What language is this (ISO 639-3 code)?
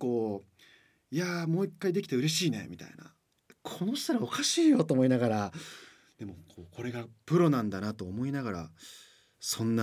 jpn